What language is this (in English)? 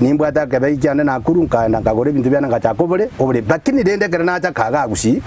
Gusii